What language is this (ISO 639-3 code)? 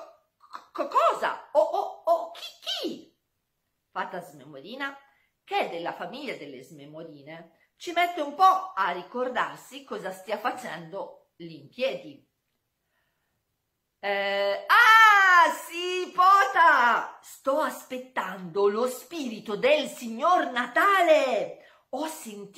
ita